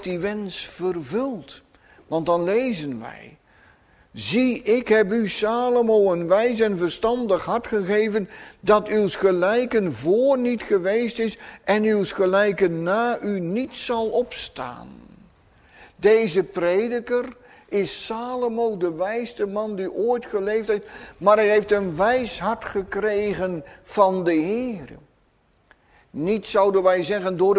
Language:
Dutch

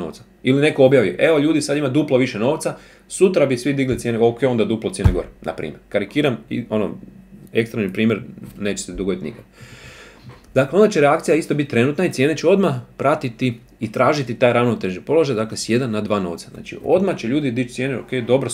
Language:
Croatian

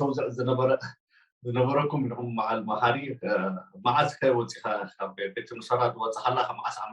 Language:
Tigrinya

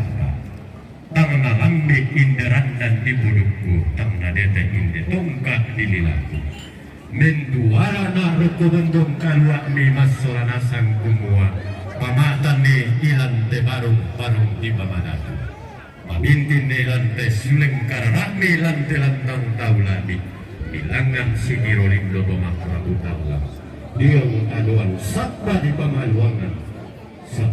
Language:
Toraja-Sa'dan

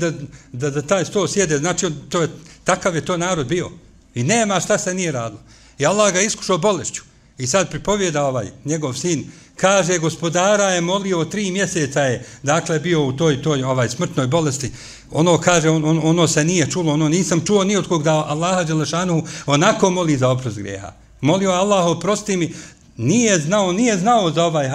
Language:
Bosnian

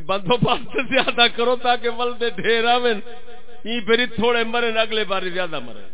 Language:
Saraiki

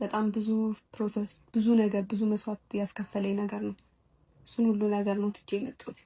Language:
Amharic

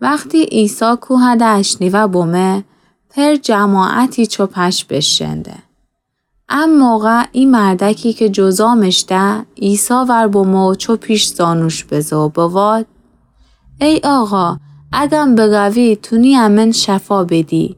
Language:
Gilaki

